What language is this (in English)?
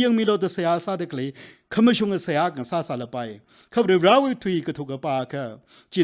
Tangkhul Naga (India)